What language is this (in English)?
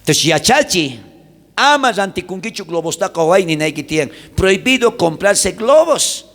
South Bolivian Quechua